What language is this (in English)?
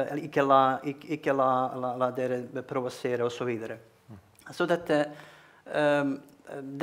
Norwegian